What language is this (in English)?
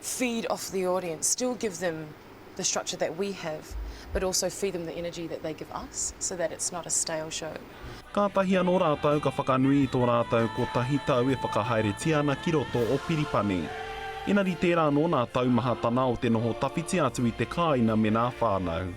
Māori